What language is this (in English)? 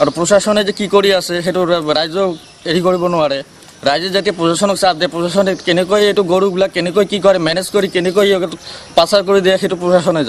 Assamese